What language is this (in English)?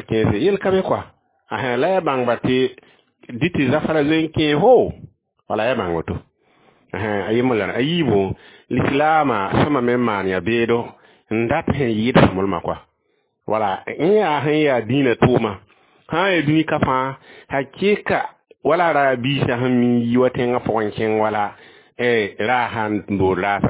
Mossi